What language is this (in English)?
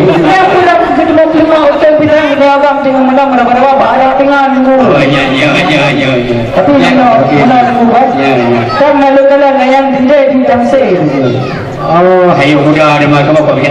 Achinese